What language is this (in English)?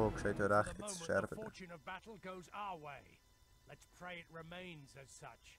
Swiss German